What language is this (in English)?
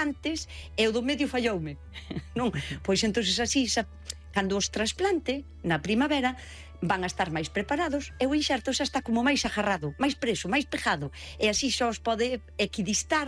Galician